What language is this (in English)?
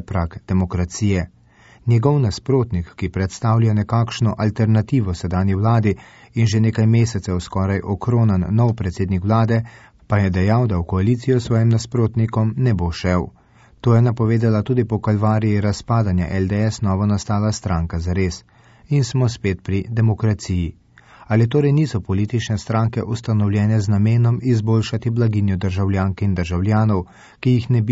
Slovenian